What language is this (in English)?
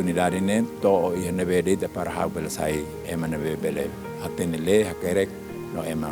Tetum